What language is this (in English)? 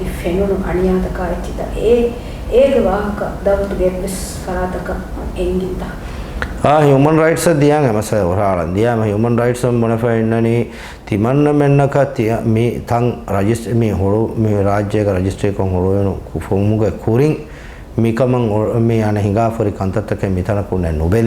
Divehi